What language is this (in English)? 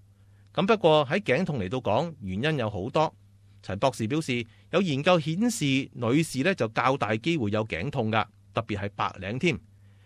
Cantonese